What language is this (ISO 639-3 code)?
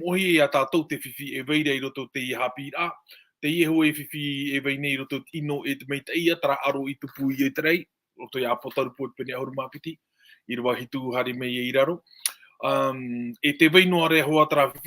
tah